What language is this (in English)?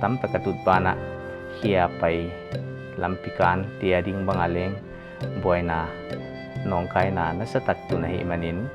Paite Chin